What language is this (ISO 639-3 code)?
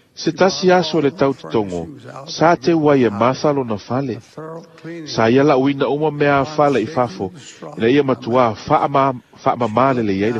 smo